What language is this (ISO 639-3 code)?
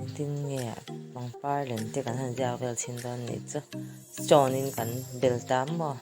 lus